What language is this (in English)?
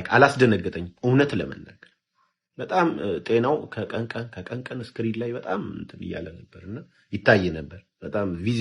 Amharic